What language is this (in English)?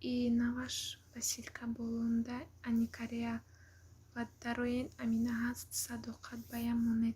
Tajik